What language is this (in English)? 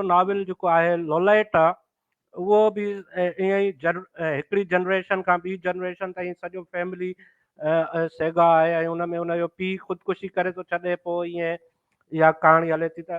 Sindhi